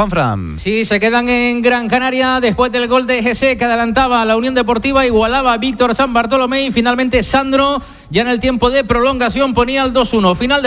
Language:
Spanish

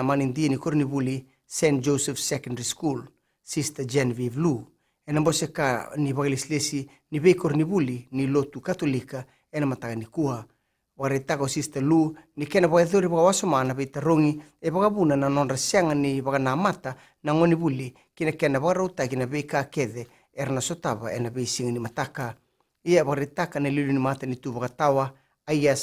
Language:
Fijian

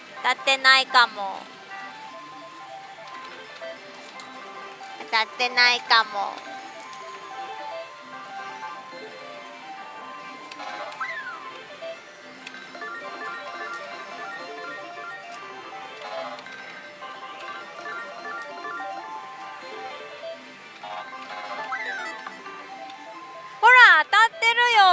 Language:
Japanese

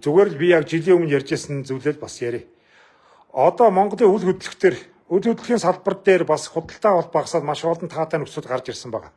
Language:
Mongolian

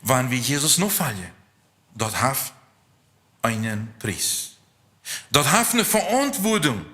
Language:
Plautdietsch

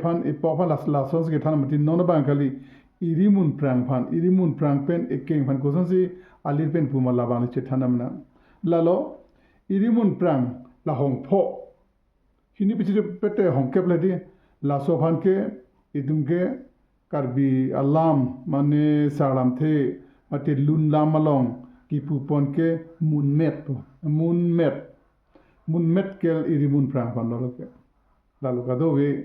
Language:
Karbi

